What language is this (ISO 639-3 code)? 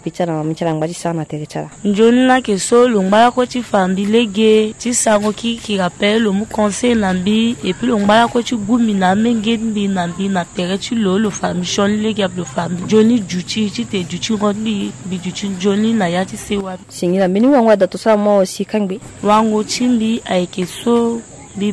sag